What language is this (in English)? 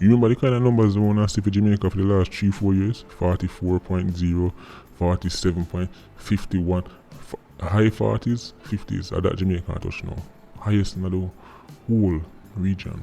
Jamaican Creole English